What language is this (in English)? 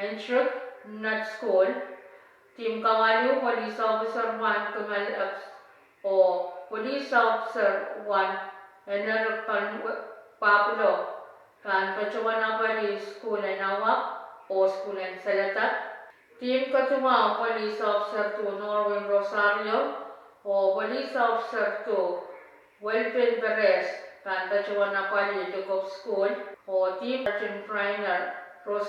Pohnpeian